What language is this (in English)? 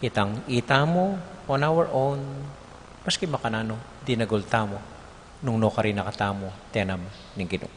Pampanga